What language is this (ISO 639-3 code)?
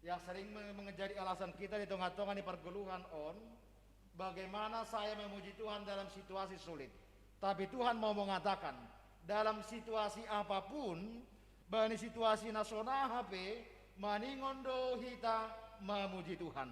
bts